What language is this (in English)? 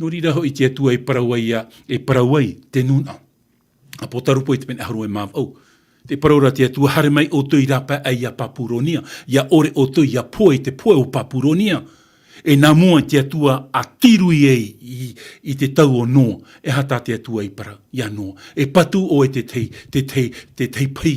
Tahitian